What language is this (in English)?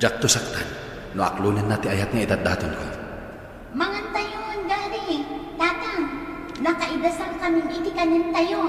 Iloko